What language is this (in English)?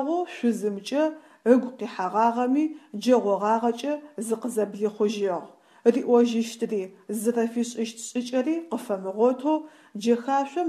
Adyghe